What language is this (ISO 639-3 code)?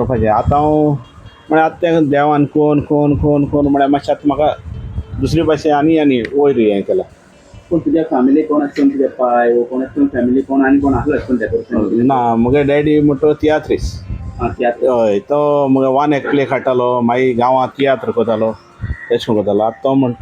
kok